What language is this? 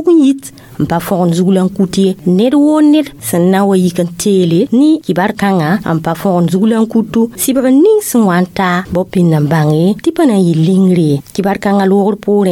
Mossi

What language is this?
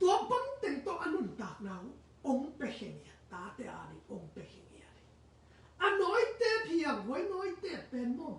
Tedim Chin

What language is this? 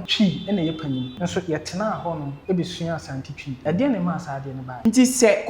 Akan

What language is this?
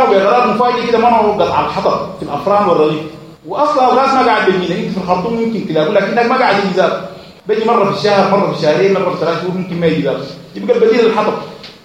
Sudanese Arabic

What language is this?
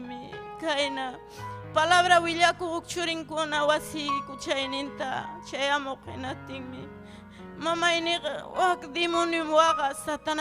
Ayacucho Quechua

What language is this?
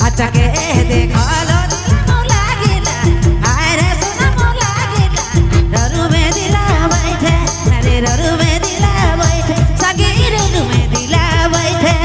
Sadri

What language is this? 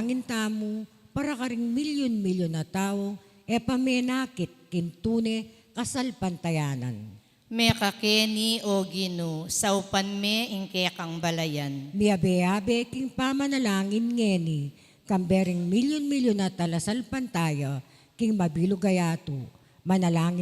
Pampanga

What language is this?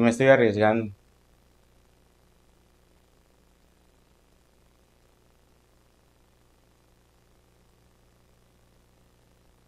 Spanish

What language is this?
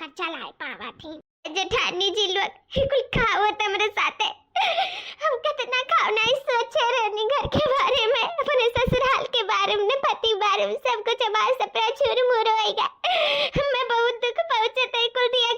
Awadhi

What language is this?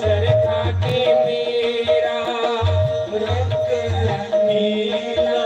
Dogri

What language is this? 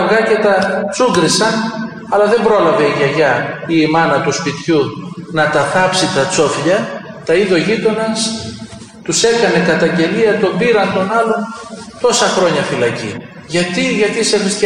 Greek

